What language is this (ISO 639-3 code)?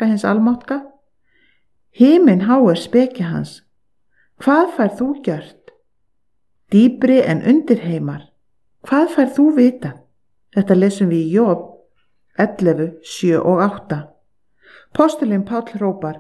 isl